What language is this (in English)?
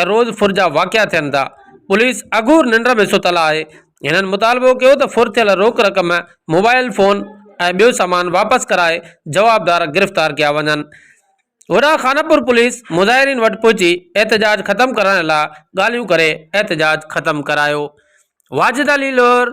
Sindhi